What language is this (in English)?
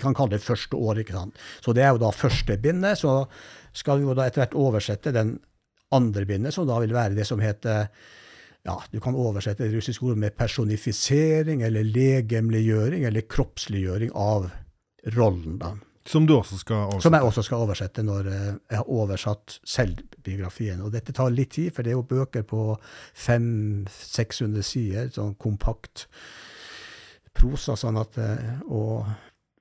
Norwegian